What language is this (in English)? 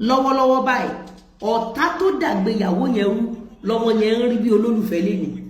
Yoruba